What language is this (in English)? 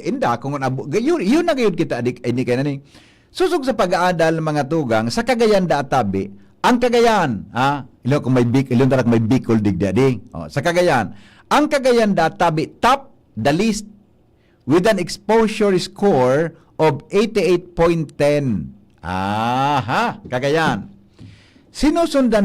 Bikol